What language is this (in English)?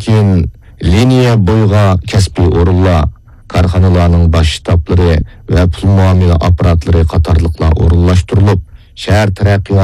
Uyghur